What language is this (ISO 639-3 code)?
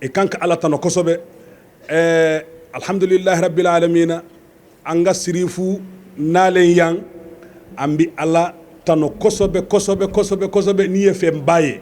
bam